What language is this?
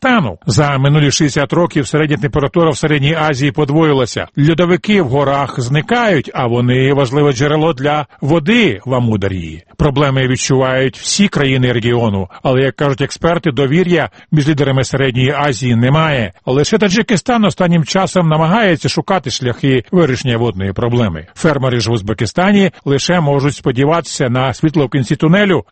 Ukrainian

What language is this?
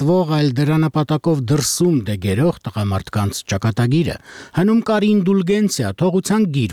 Armenian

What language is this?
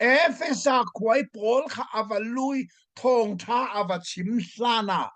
Hakha Chin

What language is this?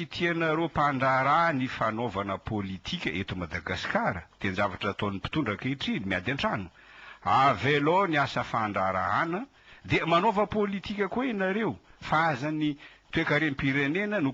Malagasy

